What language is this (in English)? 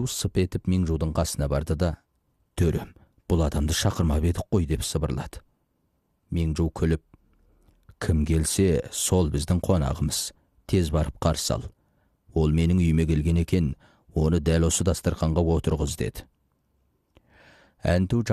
Kazakh